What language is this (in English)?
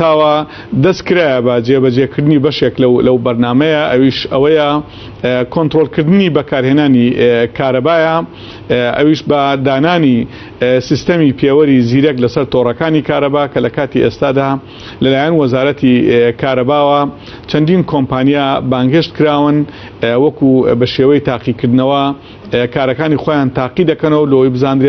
Central Kurdish